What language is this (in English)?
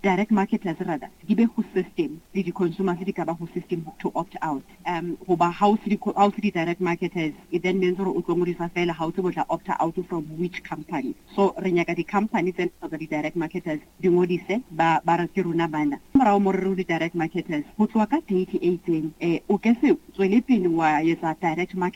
Northern Sotho